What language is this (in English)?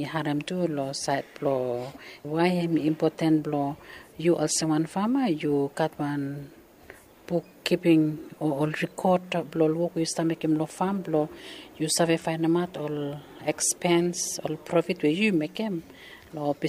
Bislama